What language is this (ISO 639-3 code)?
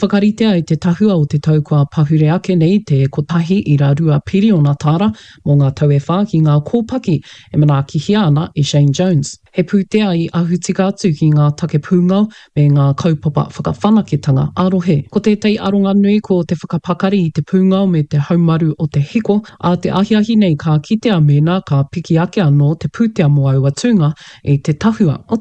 mri